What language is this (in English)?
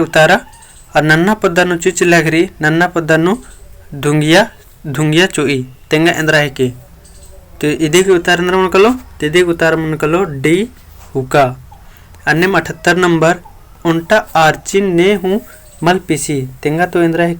Kurukh